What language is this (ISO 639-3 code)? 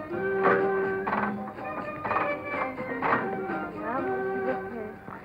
mar